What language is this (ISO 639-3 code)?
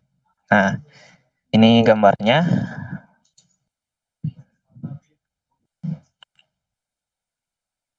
ind